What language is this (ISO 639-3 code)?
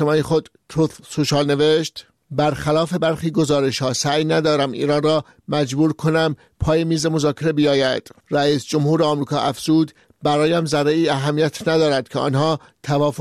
fas